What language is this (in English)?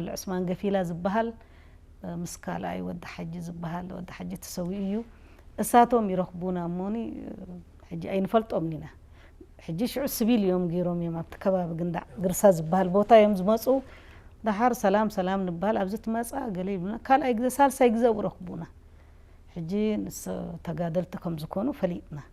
Tigrinya